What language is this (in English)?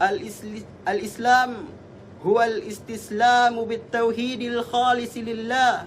Yakan